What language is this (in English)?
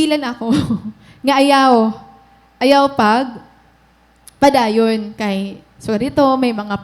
Waray